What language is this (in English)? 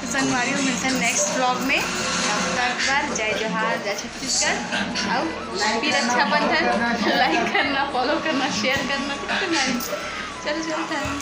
Chhattisgarhi